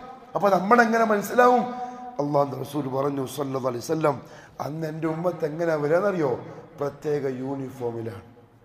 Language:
Malayalam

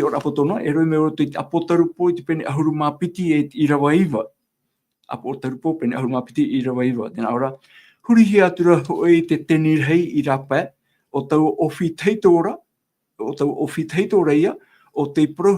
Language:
Tahitian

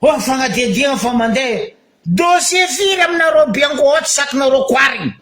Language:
Malagasy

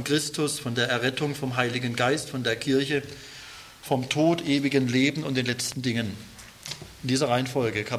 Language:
German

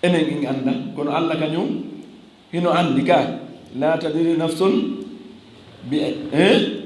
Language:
Fula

